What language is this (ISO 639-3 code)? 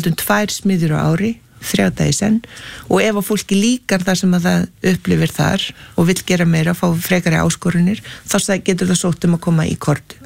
isl